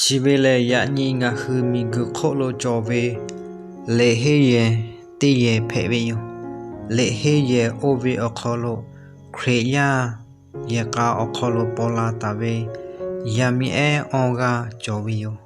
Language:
Lahu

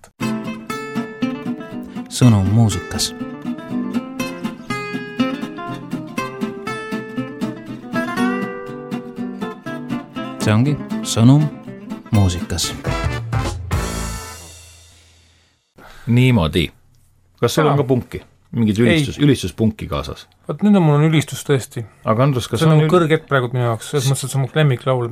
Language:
Estonian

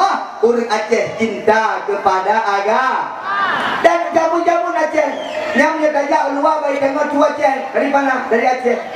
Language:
Achinese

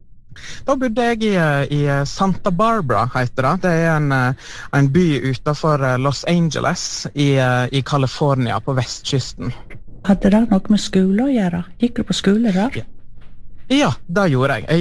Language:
Norwegian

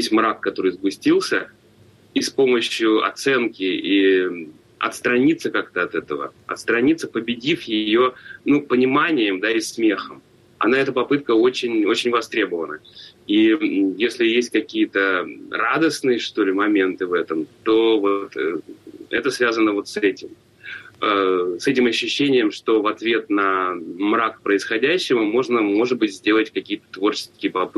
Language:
Russian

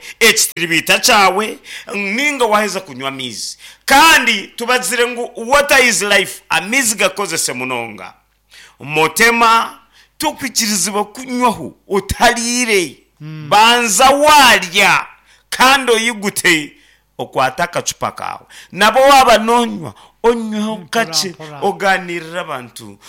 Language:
Nyankole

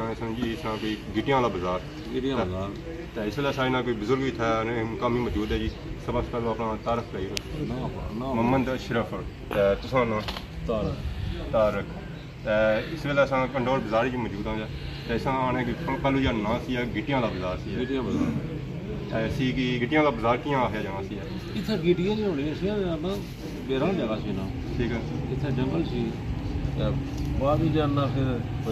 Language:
Pahari-Potwari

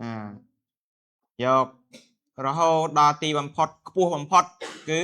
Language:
Khmer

